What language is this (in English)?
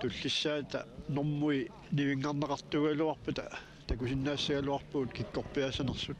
Kalaallisut